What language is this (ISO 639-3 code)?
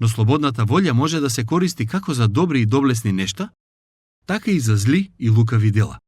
mkd